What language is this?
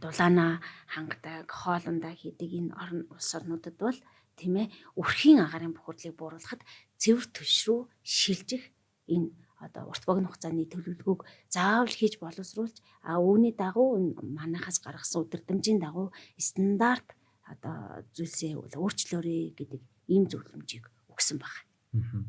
Mongolian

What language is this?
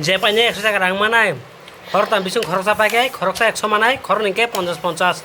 Kok Borok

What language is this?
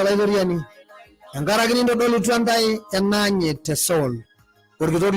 Masai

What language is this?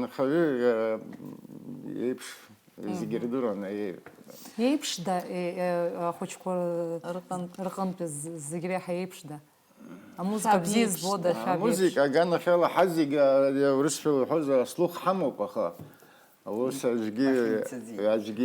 Abkhazian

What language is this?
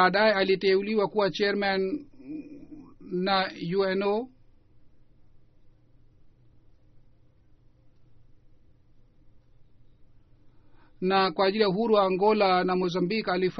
Swahili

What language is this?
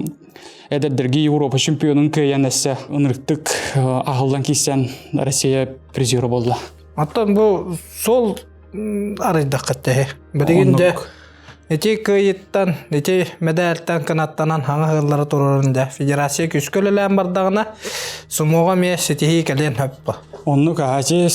Yakut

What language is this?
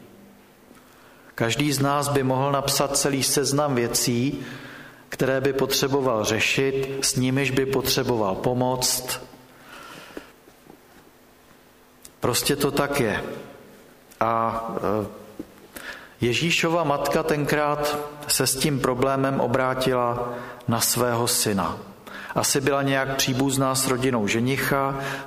Czech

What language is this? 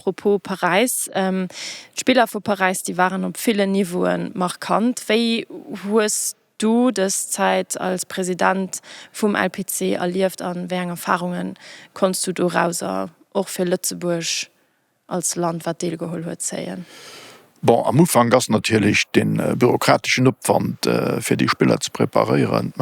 Luxembourgish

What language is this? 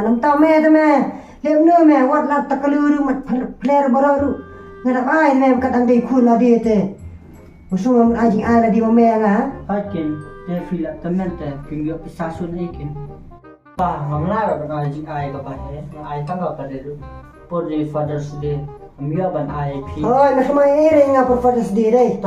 Khasi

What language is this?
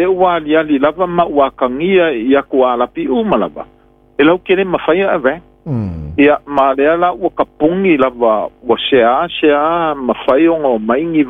Samoan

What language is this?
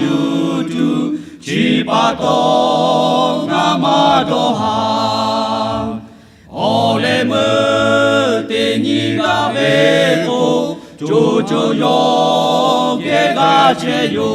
Lahu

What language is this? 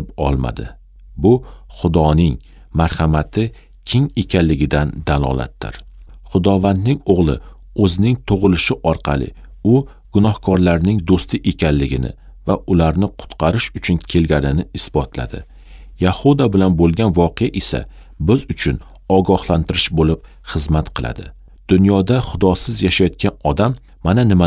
Uzbek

